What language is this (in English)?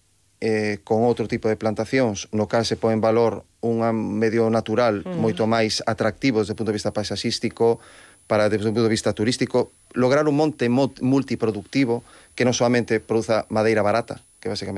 Galician